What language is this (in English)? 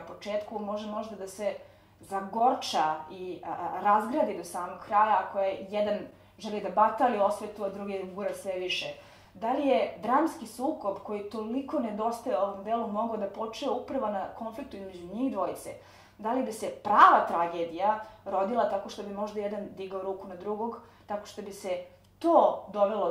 Serbian